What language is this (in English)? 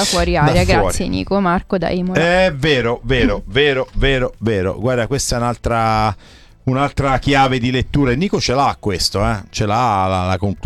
Italian